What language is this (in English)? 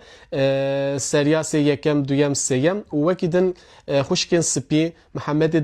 Kurdish